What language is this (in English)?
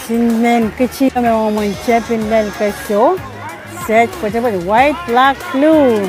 Pohnpeian